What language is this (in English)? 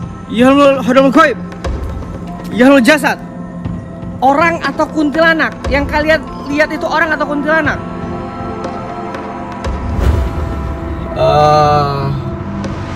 Indonesian